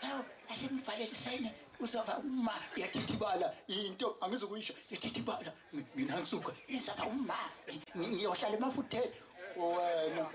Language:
Zulu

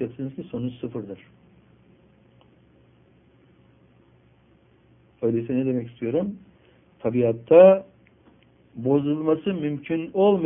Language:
Turkish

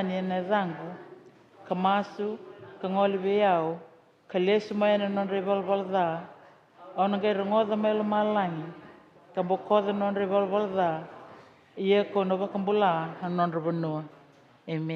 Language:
Fijian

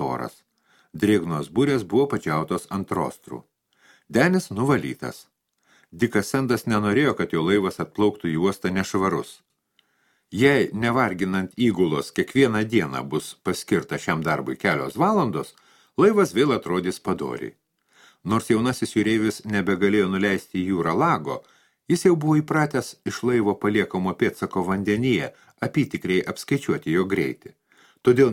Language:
Lithuanian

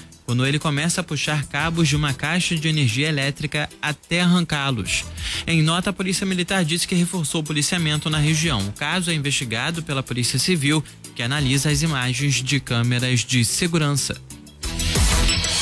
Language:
Portuguese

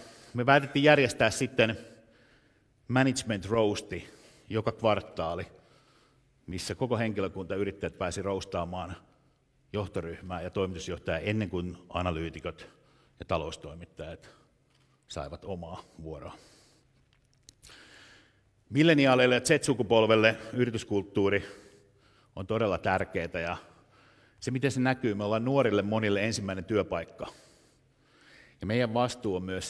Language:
Finnish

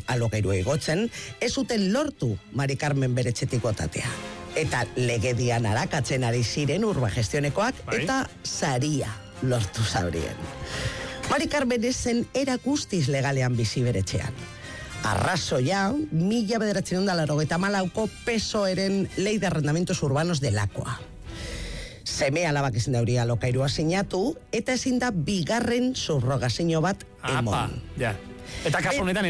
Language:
Basque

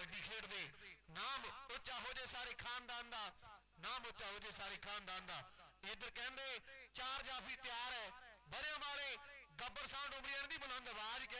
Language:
Punjabi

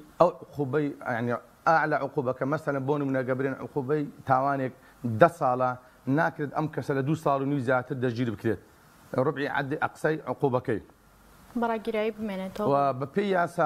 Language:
Central Kurdish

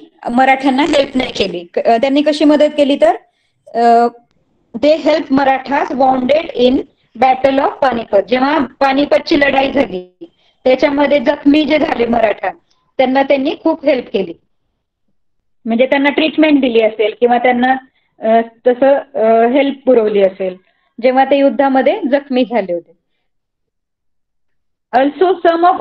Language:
Marathi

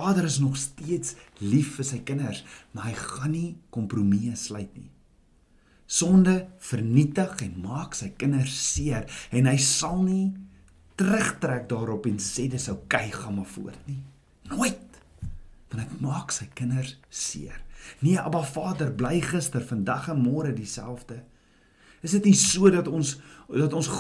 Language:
Afrikaans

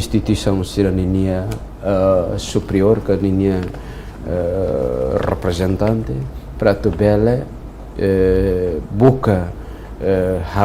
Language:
Tetum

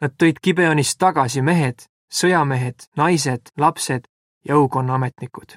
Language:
Estonian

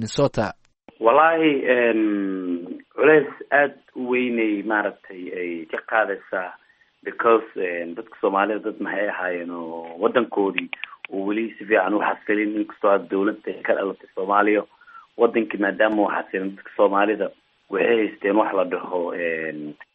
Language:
Somali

